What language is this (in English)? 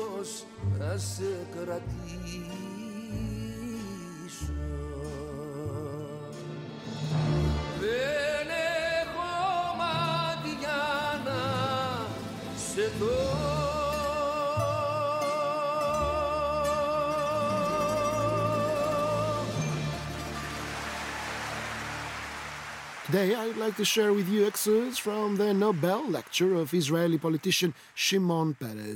Greek